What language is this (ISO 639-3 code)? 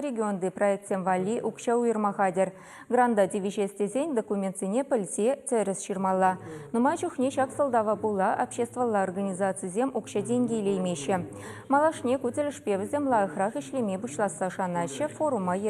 chv